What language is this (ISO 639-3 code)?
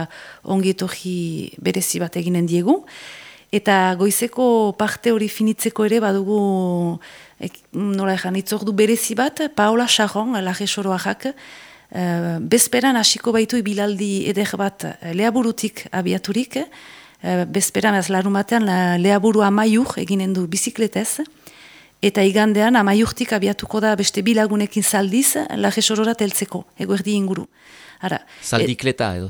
eus